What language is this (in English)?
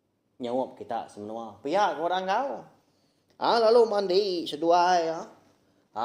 Iban